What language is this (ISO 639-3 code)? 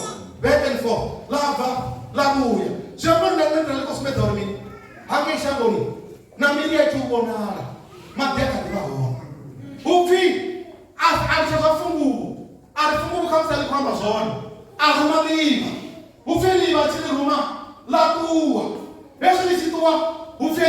ven